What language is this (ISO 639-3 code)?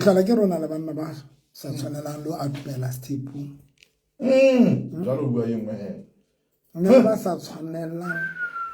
sot